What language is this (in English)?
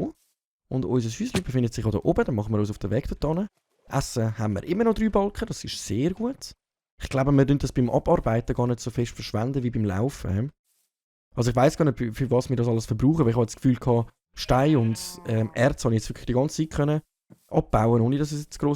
Swiss German